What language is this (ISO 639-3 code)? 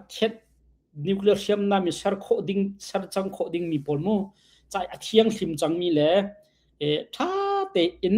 cnh